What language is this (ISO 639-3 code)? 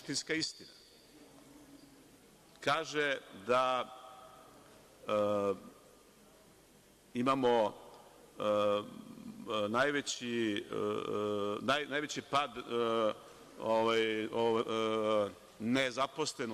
srp